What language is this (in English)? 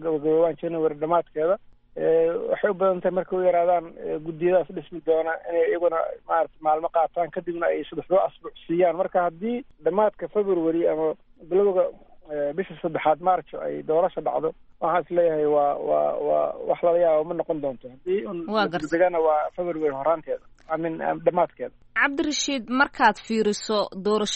Somali